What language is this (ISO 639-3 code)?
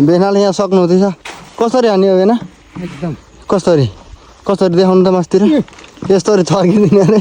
nep